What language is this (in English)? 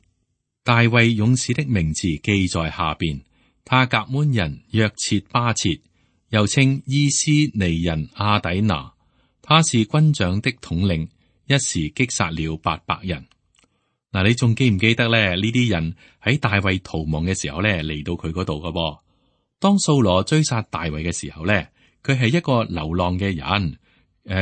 Cantonese